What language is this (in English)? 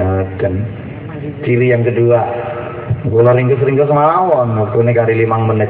Javanese